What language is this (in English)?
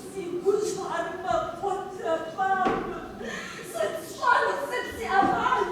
Kabardian